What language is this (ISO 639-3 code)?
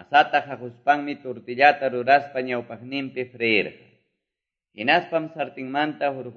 que